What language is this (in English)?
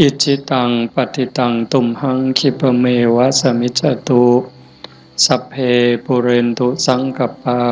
Northeastern Thai